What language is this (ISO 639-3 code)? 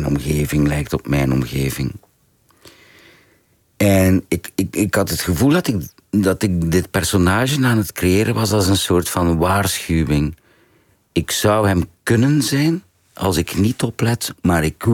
nld